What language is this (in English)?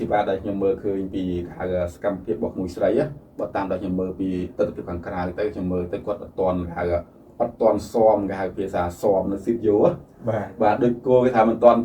Khmer